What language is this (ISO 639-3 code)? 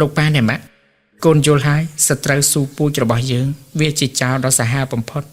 khm